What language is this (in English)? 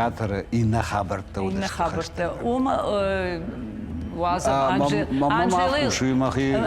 Ossetic